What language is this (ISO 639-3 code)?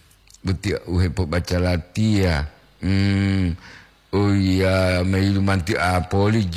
gor